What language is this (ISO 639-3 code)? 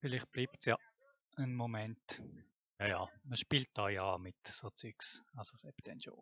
gsw